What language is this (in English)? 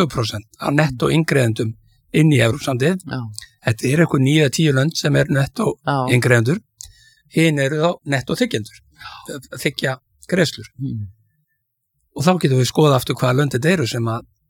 Icelandic